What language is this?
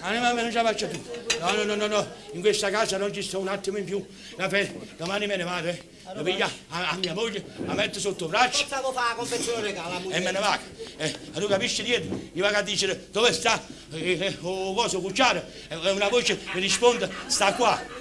Neapolitan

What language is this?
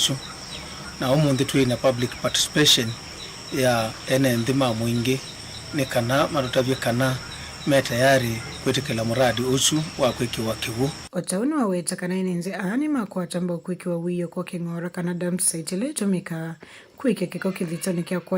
Kamba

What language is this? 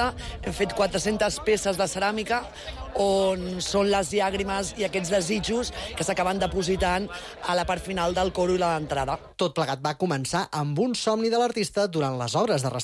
Catalan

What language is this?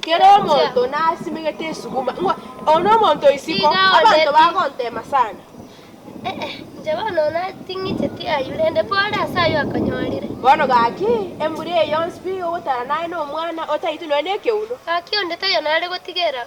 Gusii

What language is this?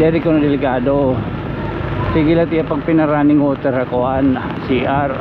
Waray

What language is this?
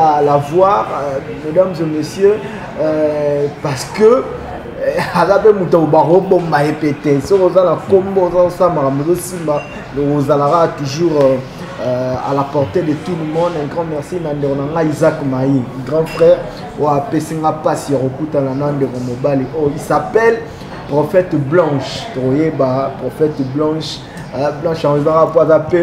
Lingala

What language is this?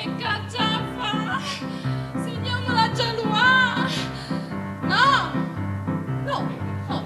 Neapolitan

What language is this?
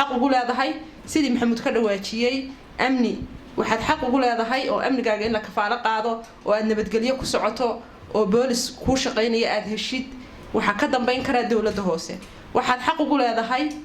Somali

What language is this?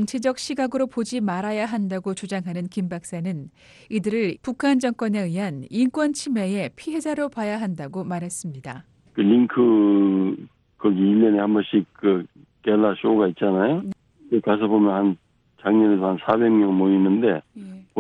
Korean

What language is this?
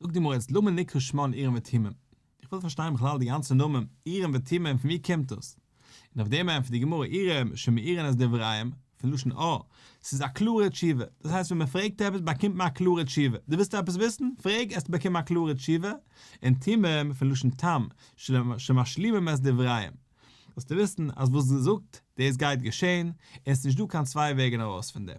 Yiddish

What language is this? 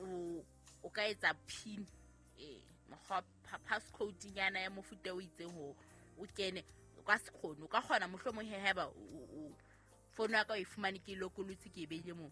Southern Sotho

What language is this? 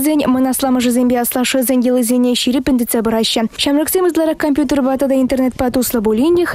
Chuvash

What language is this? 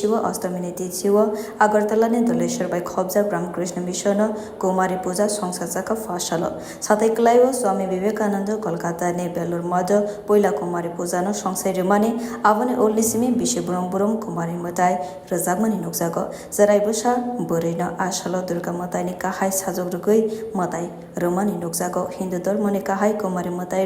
Kok Borok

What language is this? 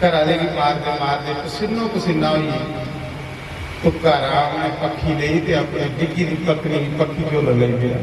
Dogri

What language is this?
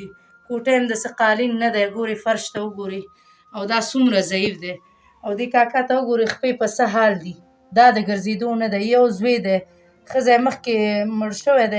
Pashto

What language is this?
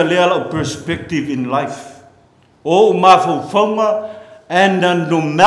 Samoan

